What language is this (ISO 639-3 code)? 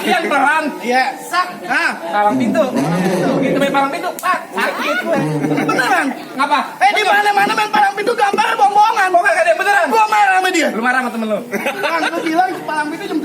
bew